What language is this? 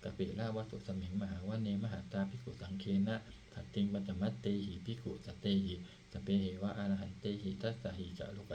Pali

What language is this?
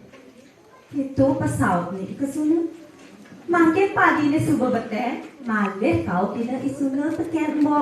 Balinese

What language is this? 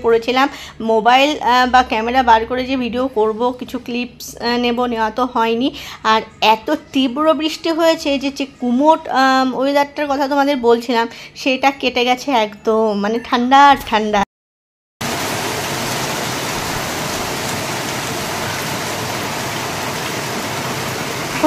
Bangla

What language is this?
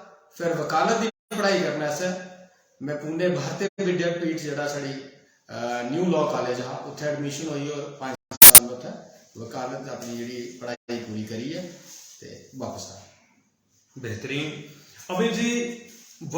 Dogri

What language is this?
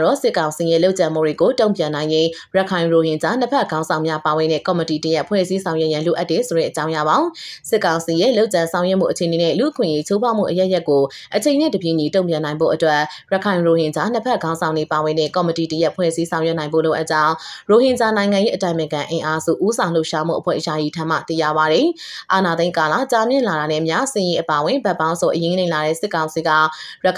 Burmese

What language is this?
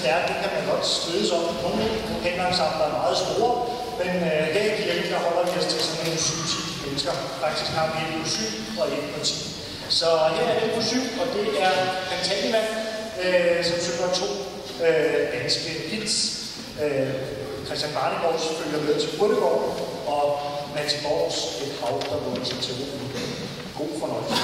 Danish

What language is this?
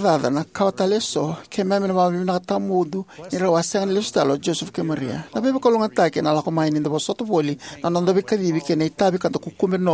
Fijian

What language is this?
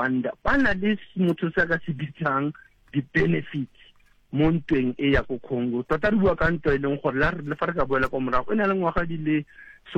Southern Sotho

